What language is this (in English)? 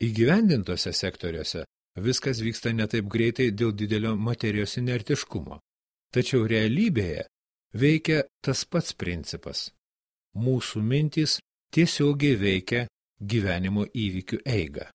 Lithuanian